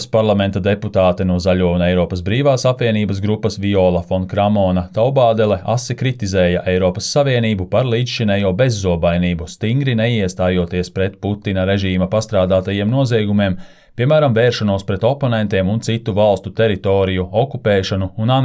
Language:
Latvian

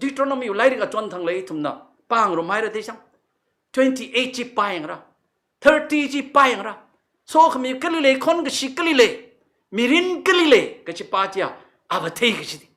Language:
Tangkhul Naga (India)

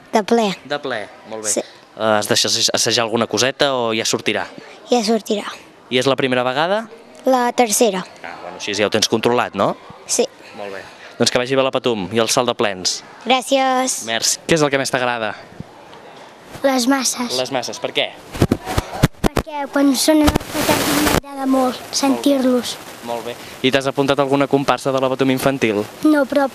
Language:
Catalan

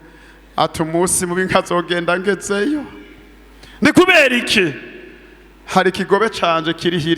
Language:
Rundi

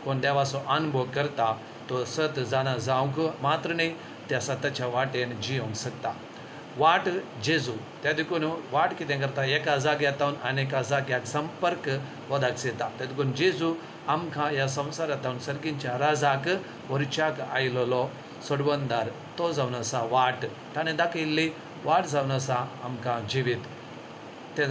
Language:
Konkani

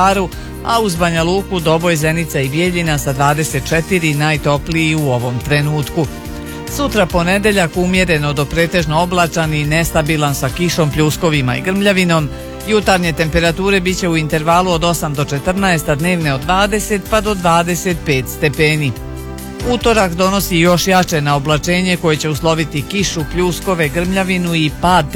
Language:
Bosnian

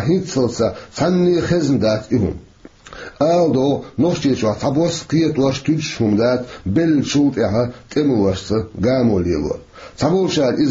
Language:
Chechen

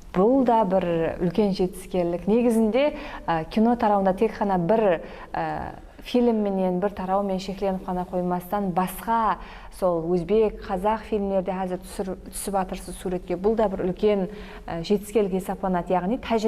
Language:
Kara-Kalpak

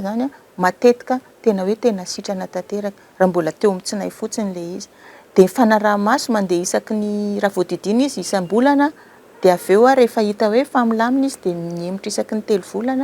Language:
Malagasy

